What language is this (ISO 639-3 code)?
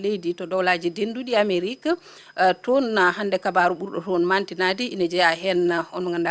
ful